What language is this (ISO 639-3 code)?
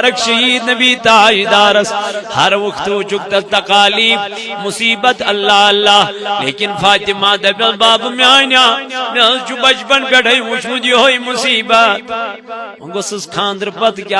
kas